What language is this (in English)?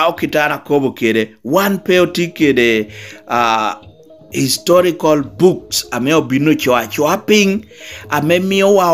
Lango (Uganda)